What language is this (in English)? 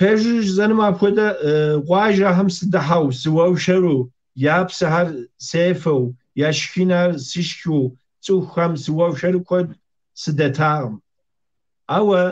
Kabardian